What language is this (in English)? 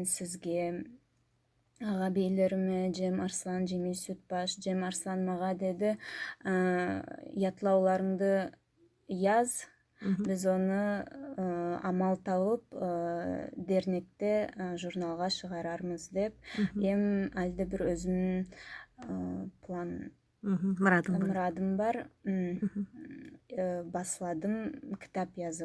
Nogai